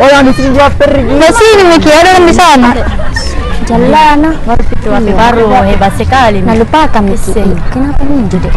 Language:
Makassar Malay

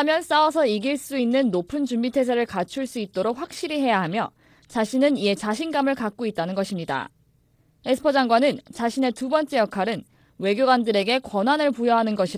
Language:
Korean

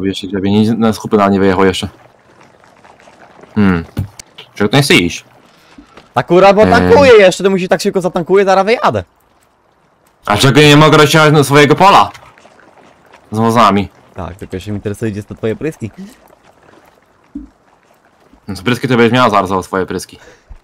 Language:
Polish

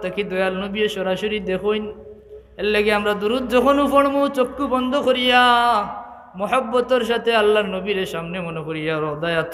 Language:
Sylheti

